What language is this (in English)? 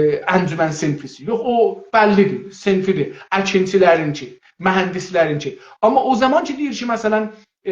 South Azerbaijani